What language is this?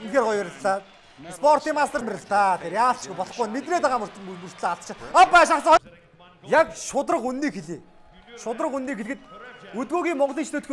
Mongolian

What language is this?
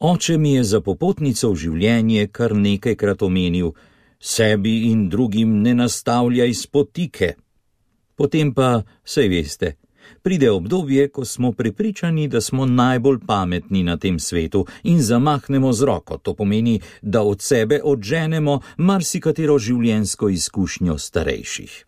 Slovenian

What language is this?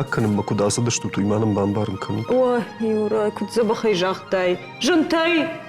Ossetic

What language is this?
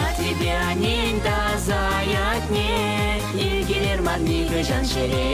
Chuvash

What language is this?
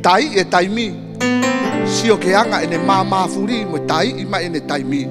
Tongan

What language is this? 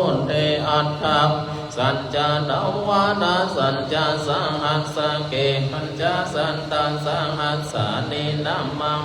Pali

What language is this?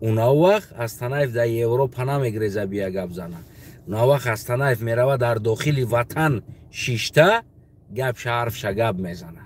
Tajik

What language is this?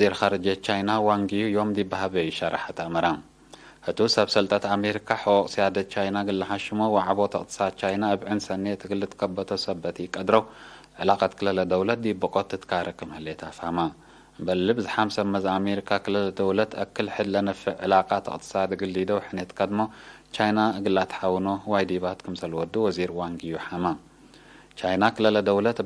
Tigre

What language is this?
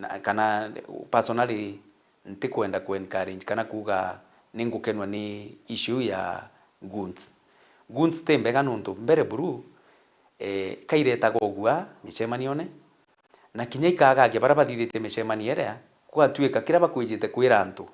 Meru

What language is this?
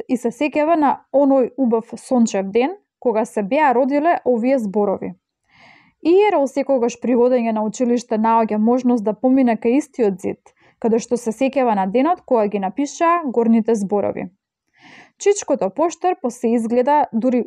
Macedonian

